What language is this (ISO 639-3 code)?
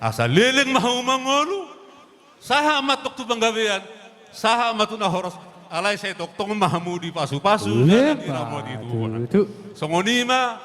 bbc